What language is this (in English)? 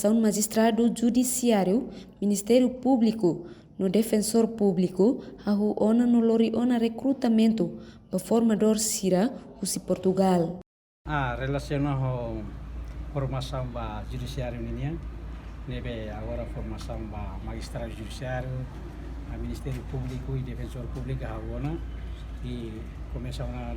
Tetum